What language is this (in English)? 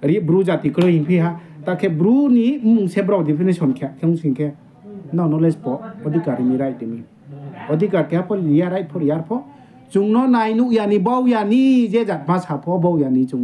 Riang (India)